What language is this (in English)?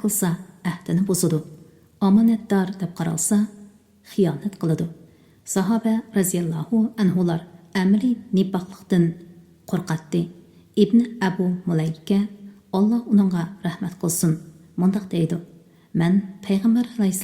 Uyghur